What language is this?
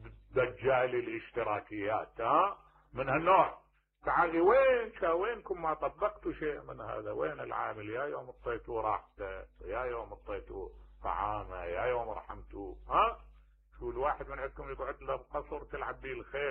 Mesopotamian Arabic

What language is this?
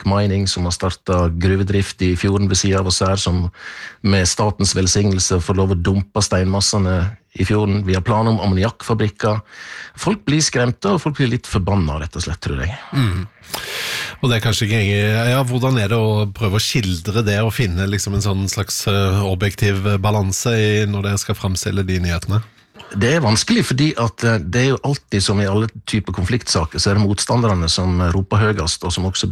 Norwegian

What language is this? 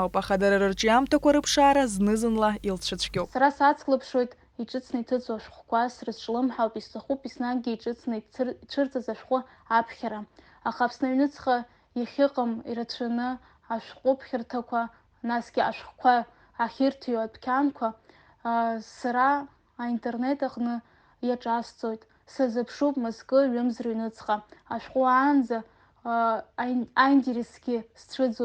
Abkhazian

